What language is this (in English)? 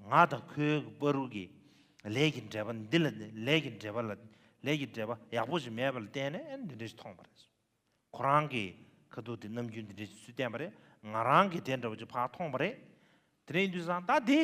Tibetan